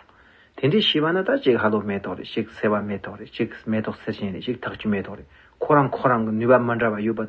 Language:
Tibetan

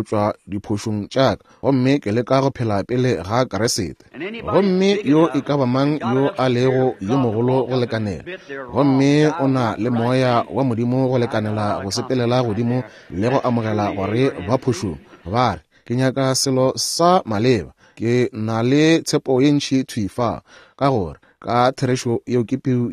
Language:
Northern Sotho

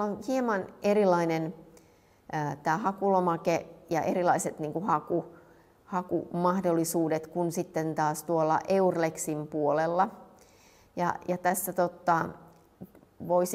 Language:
Finnish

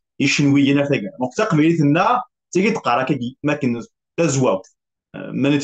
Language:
Kabyle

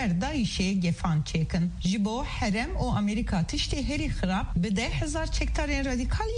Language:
Kurdish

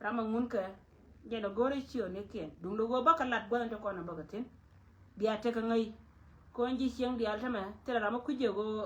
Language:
Nuer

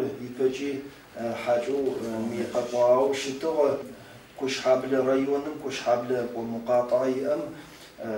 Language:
Adyghe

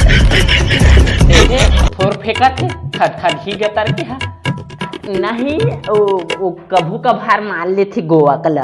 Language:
Chhattisgarhi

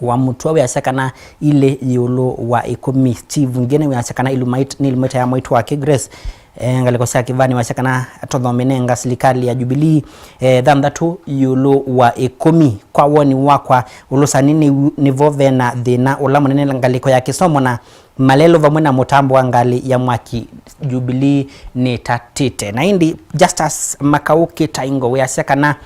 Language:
Kamba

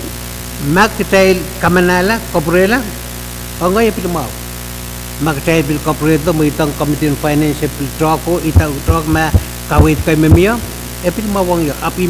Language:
Pohnpeian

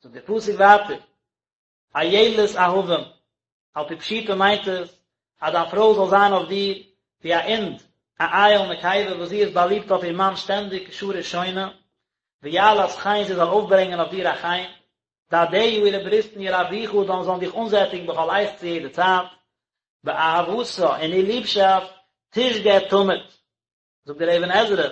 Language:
Yiddish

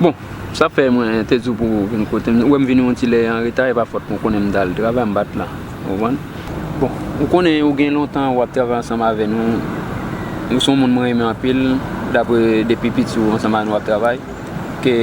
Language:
Haitian Creole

